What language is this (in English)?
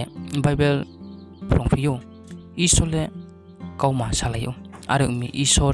Riang (India)